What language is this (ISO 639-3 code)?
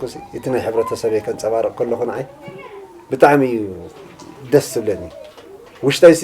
tir